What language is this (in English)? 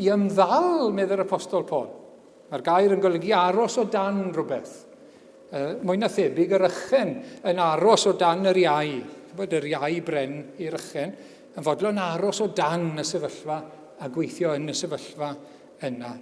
Welsh